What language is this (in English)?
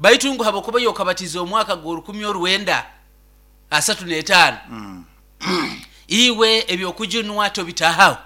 Nyoro